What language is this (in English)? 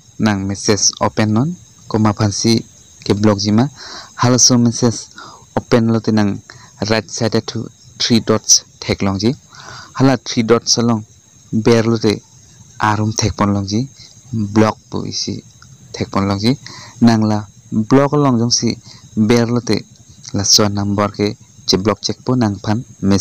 Karbi